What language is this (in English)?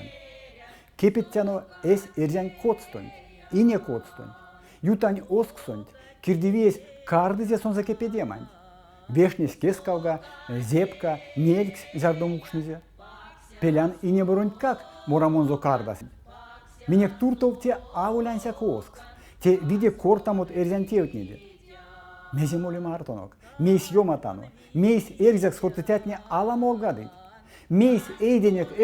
Erzya